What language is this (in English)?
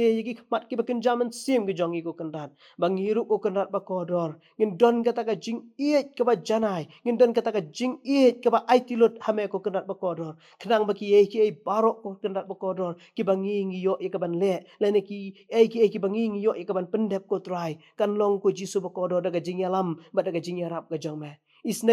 Khasi